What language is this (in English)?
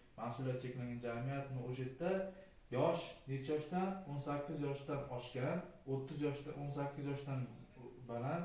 Uzbek